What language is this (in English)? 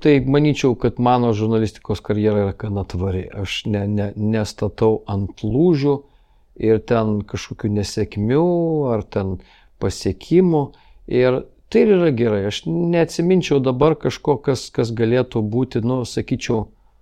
Lithuanian